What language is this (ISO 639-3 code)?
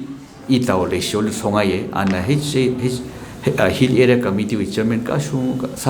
nmf